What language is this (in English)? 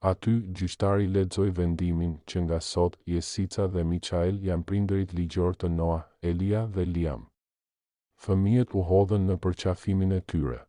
Albanian